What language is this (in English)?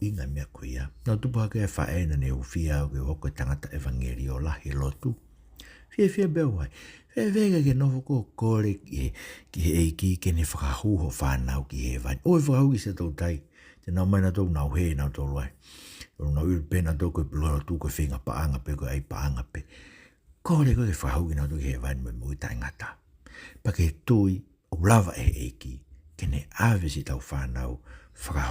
Tongan